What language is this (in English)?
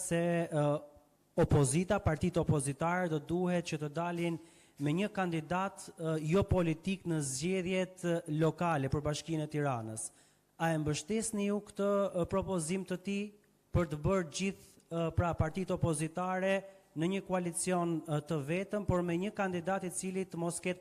Albanian